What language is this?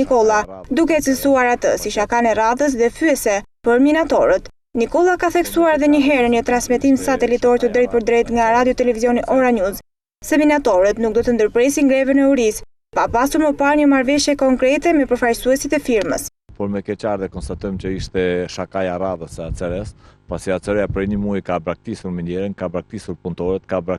Albanian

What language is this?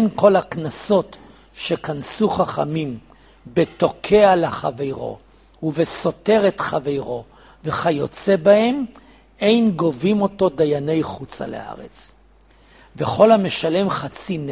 Hebrew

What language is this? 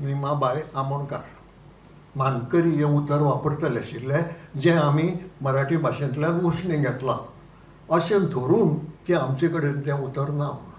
Konkani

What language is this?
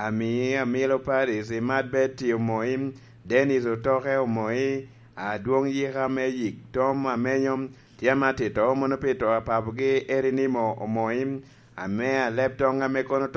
Lango (Uganda)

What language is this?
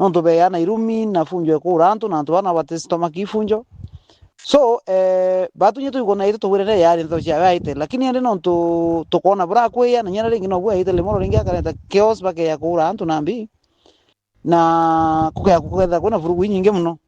Meru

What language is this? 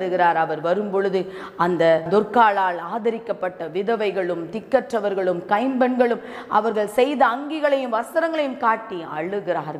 Tamil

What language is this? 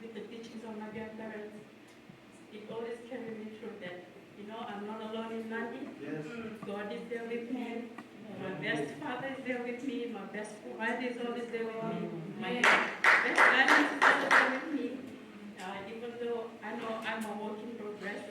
Fijian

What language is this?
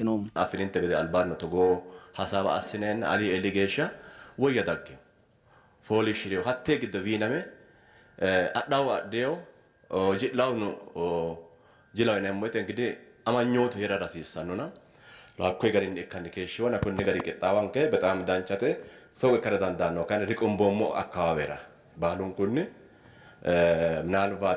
Sidamo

